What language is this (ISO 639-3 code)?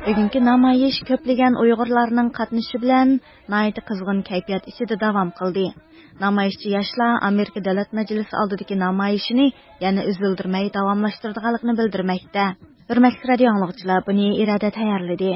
uig